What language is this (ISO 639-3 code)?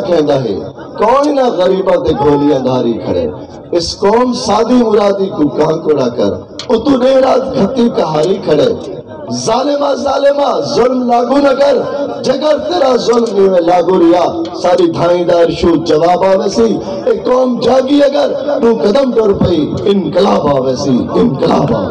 skr